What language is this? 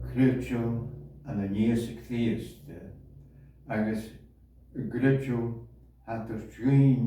Scottish Gaelic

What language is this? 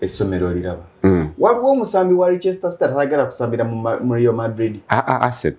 Ganda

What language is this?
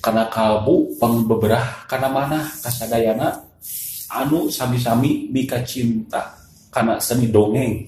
Sundanese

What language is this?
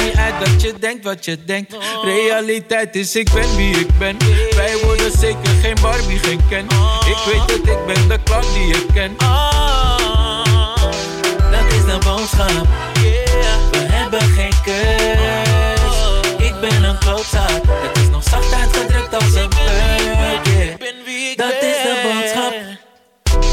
Dutch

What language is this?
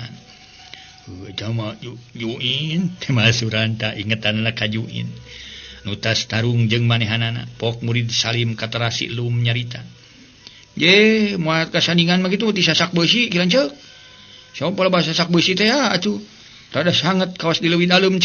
Sundanese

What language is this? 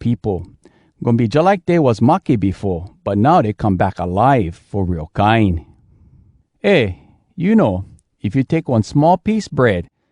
Hawai'i Creole English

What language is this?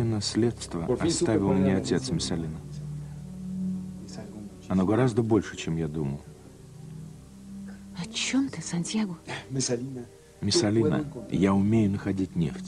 Russian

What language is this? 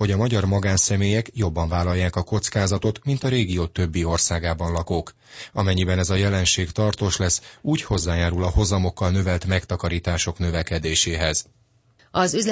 Hungarian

